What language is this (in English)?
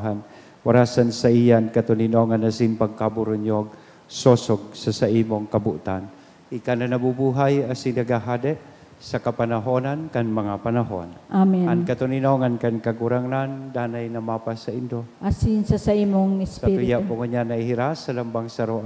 Bikol